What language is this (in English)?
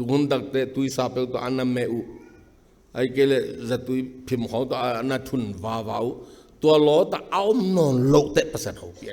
Tedim Chin